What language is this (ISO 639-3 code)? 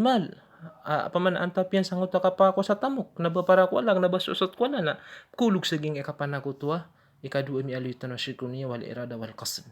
mrw